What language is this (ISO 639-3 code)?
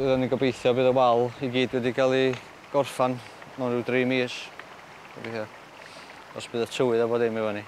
cym